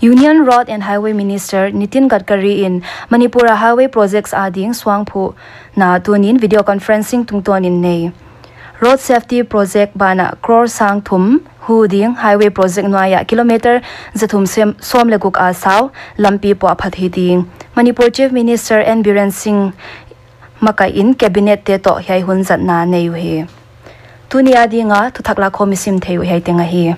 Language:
Paite Chin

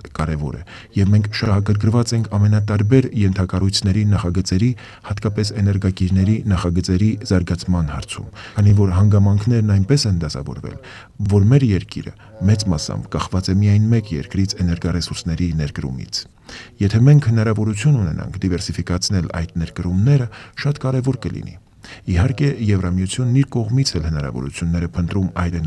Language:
Armenian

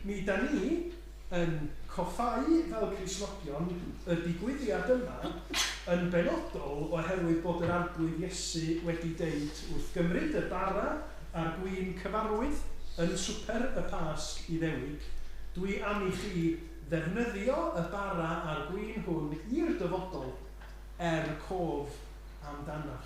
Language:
Welsh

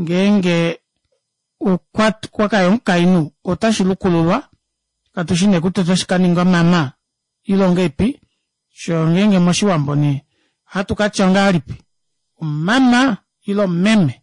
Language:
Kuanyama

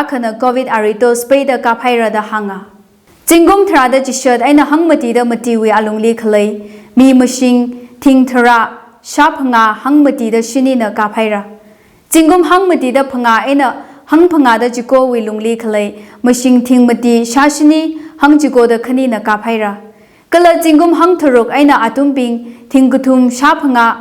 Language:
Tangkhul Naga (India)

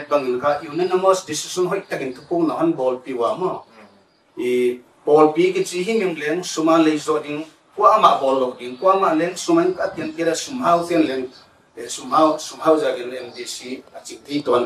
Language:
Paite Chin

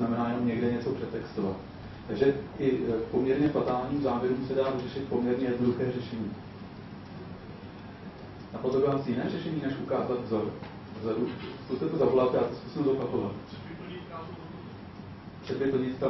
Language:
Czech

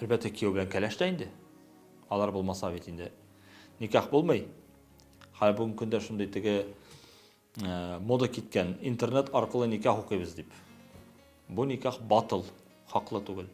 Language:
Tatar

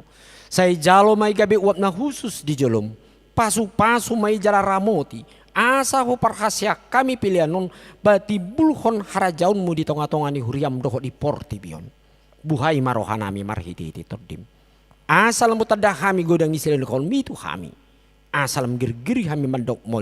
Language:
Batak Toba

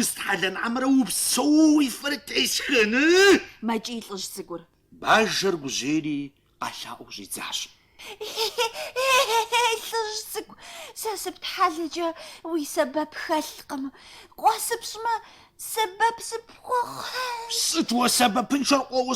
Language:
Kabardian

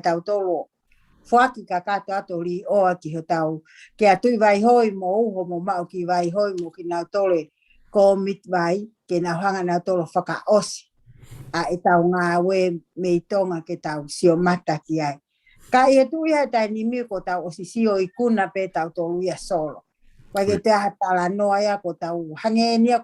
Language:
Tongan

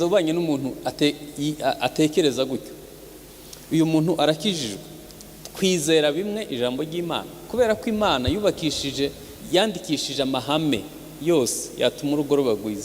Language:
Kinyarwanda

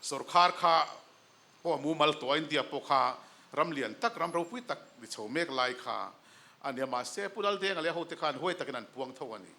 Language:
Mizo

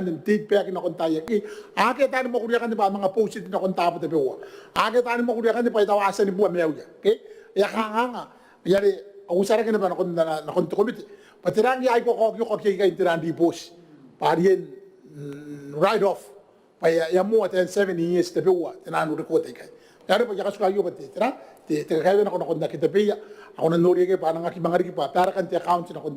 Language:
Gilbertese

